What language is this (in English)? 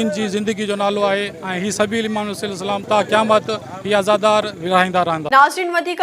Sindhi